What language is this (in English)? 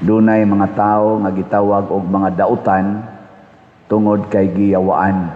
Cebuano